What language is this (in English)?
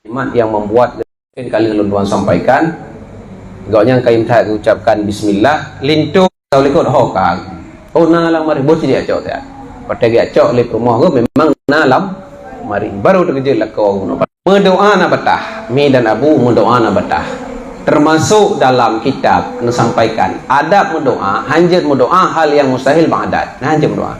Achinese